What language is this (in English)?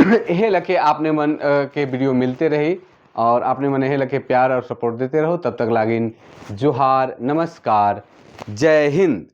Sadri